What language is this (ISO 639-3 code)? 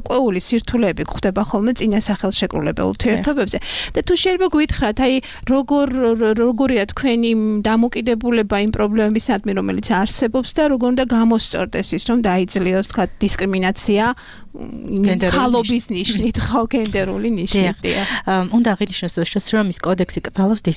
kat